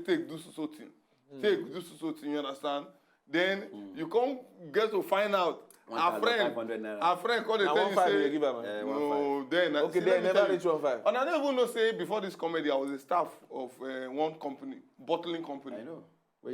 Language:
Nigerian Pidgin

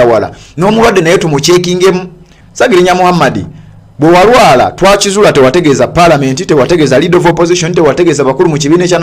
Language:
Ganda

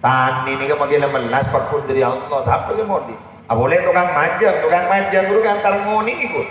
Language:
Madurese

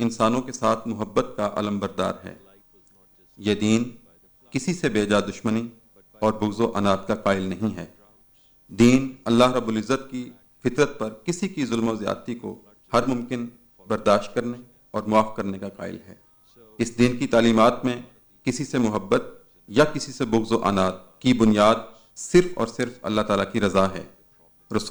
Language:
Urdu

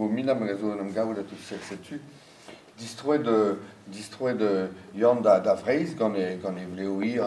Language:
Breton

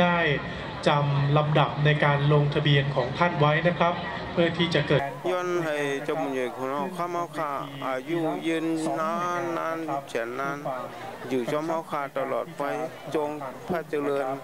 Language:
Shan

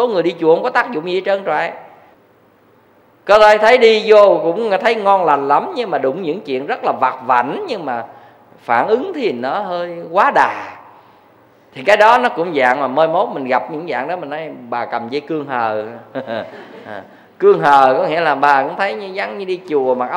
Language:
Vietnamese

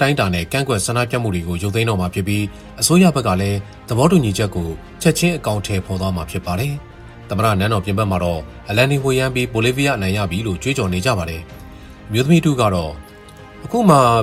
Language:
Burmese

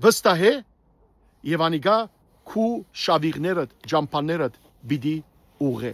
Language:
Western Armenian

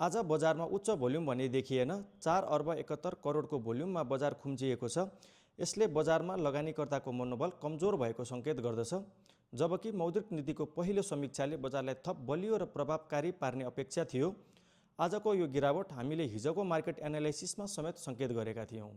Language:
Nepali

